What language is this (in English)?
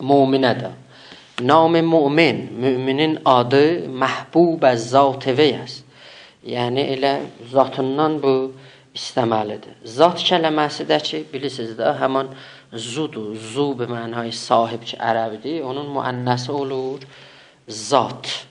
South Azerbaijani